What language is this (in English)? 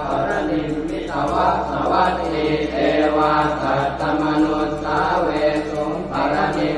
Pali